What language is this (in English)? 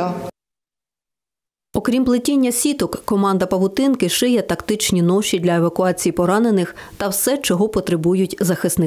Ukrainian